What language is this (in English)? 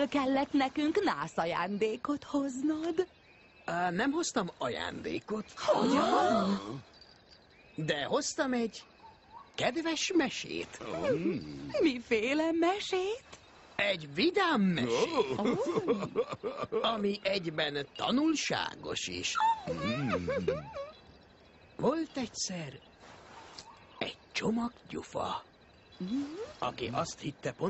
Hungarian